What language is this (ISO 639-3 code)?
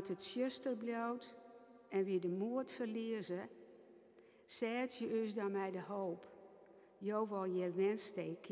fry